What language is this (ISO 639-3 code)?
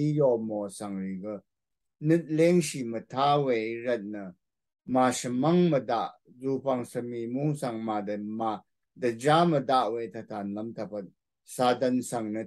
raw